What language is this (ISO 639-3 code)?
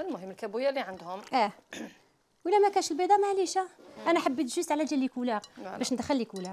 arq